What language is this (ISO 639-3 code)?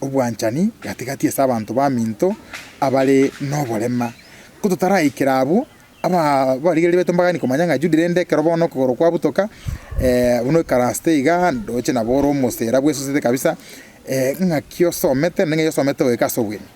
guz